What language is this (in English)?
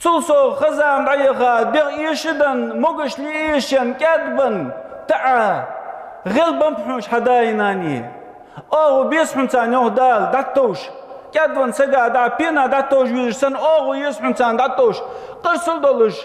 Ingush